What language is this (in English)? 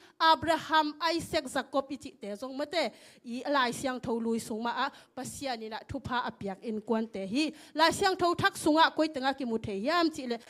Tedim Chin